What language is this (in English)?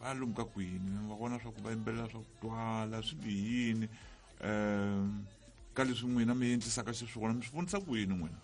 Tsonga